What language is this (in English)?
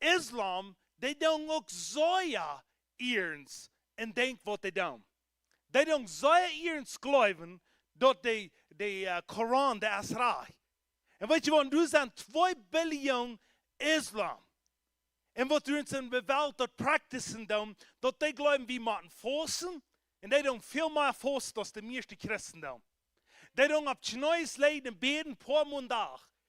Plautdietsch